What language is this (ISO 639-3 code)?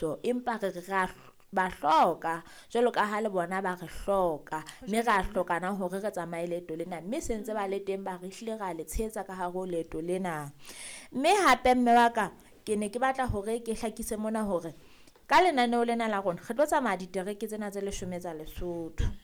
sot